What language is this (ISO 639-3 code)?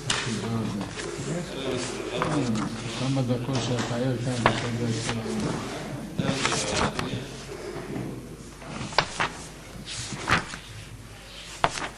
heb